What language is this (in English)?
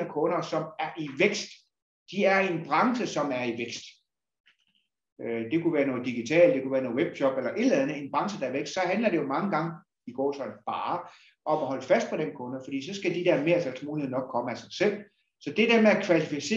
Danish